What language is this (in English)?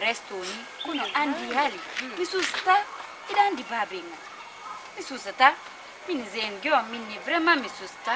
Fula